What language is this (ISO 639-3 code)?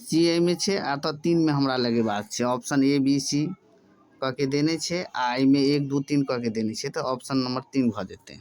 mai